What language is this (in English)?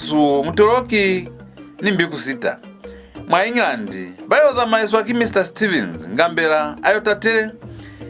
Lozi